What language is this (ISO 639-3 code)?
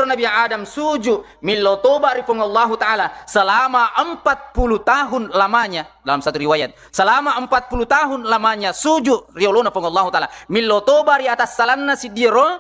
bug